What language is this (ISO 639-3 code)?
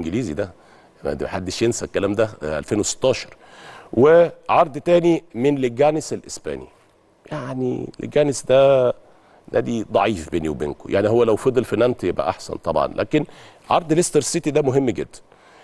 arz